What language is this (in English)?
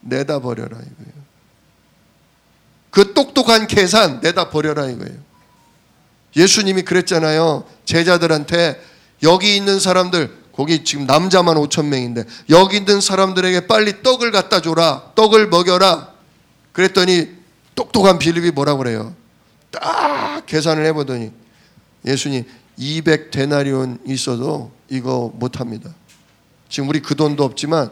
Korean